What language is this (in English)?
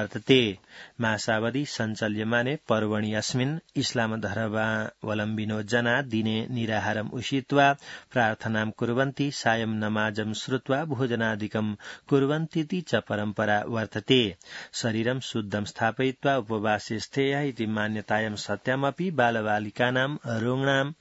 Sanskrit